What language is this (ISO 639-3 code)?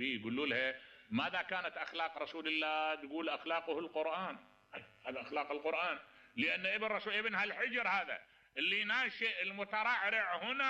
acm